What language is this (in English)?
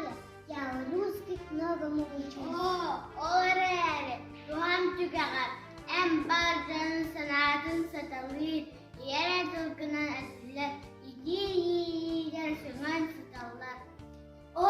Yakut